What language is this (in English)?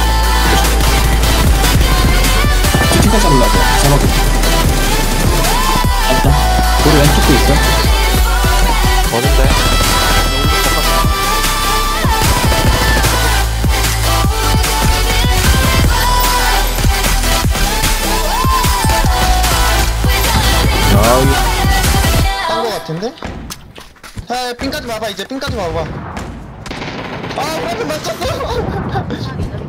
Korean